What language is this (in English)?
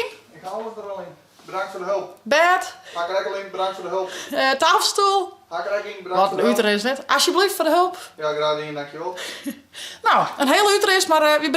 Western Frisian